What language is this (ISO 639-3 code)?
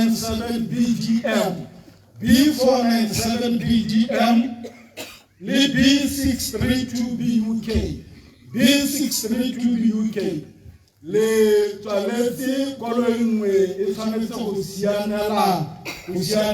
tsn